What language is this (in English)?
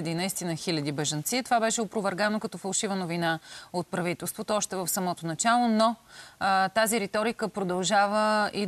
Bulgarian